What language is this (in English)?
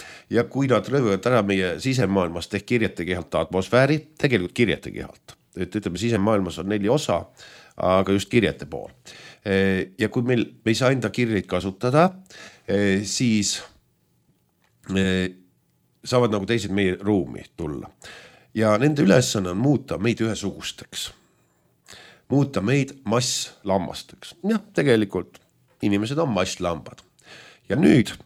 Estonian